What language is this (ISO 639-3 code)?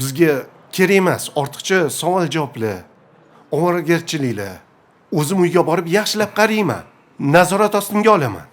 uzb